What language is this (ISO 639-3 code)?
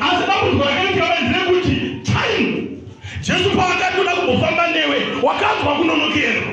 sna